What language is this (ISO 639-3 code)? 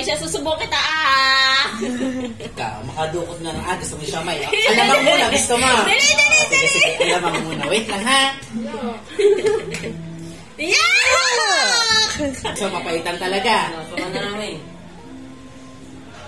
fil